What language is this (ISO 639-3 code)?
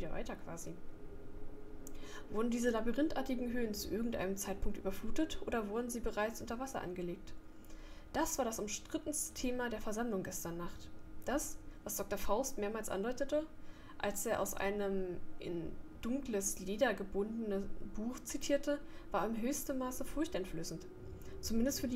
deu